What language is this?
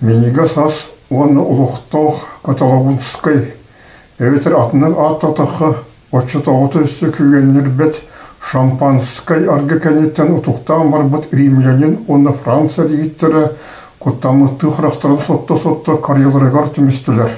Yakut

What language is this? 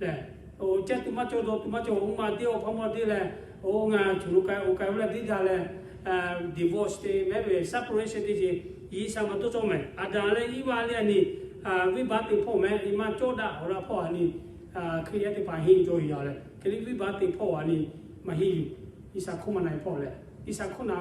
Lahu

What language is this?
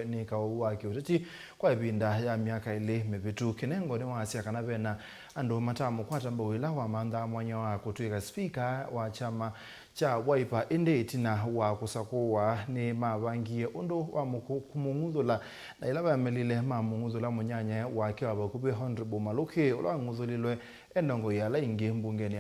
Kamba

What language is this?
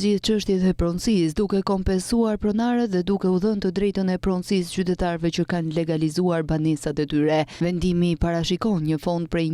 Albanian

